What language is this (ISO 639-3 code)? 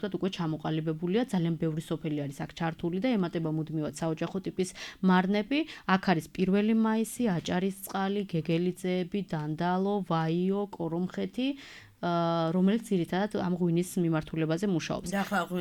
kat